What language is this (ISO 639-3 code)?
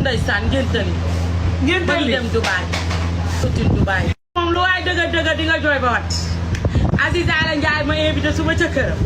wol